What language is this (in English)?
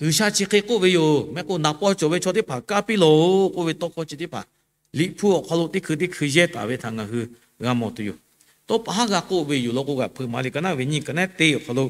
Lahu